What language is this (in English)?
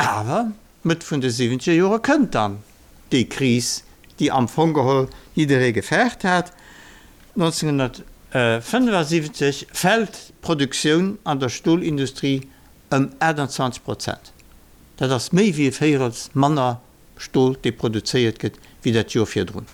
Luxembourgish